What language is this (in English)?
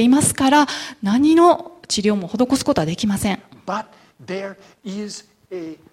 Japanese